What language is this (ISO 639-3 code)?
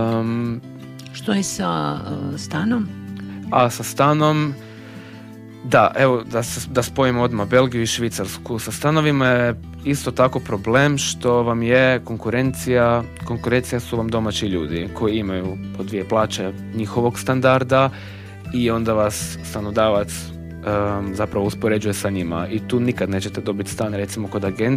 hrv